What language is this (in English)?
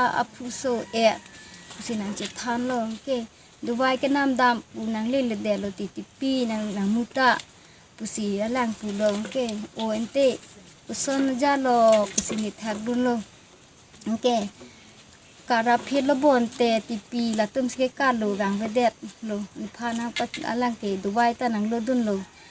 Karbi